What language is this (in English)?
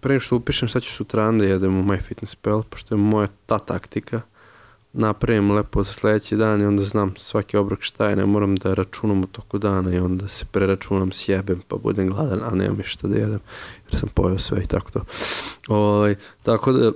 Serbian